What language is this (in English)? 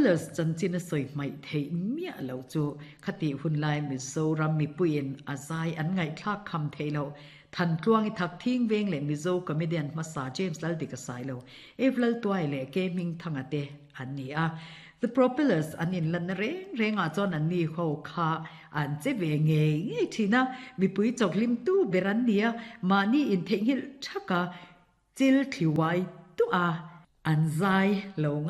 Mizo